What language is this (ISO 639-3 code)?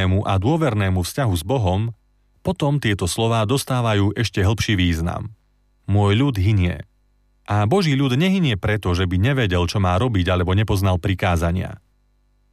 slk